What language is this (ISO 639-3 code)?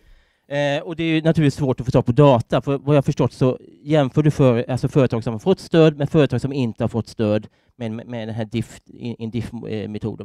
swe